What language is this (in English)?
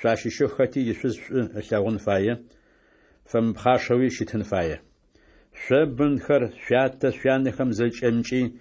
Adyghe